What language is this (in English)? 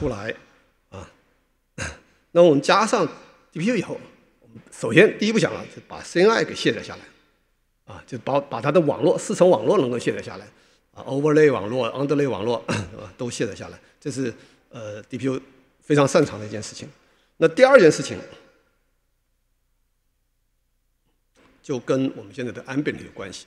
Chinese